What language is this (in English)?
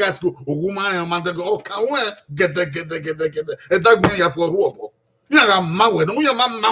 Bini